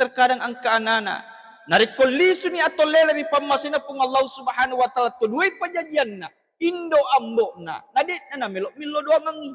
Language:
Buginese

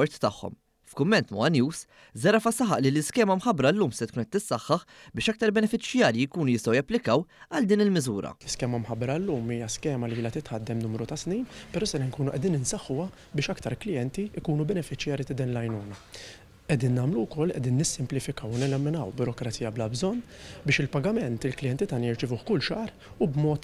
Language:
Maltese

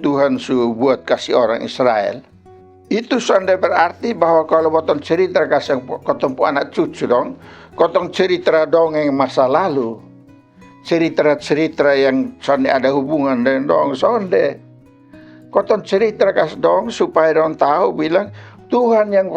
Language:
Kupang Malay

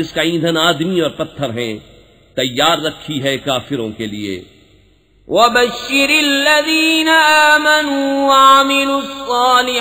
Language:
Urdu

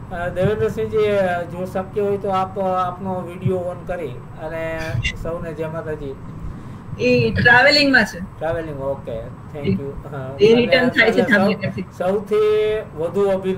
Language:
Gujarati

